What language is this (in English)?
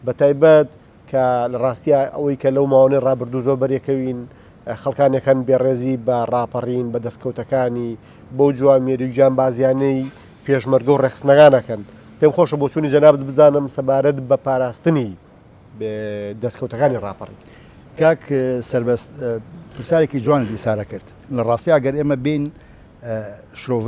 Central Kurdish